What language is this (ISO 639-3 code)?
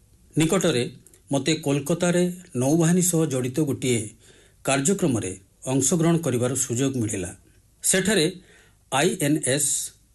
ori